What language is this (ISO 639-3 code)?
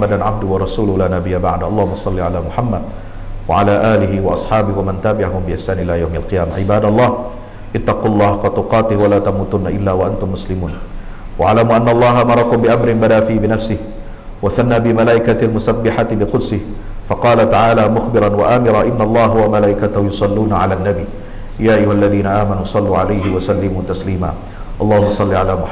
ind